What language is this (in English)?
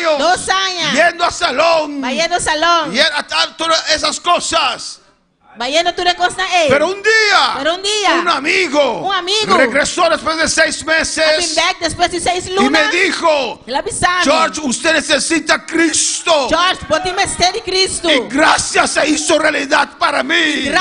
Papiamento